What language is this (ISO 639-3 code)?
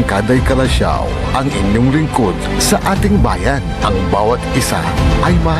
pag